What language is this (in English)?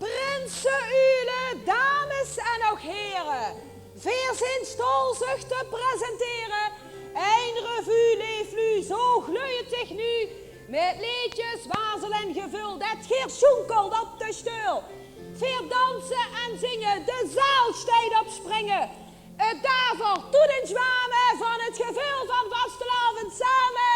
Limburgish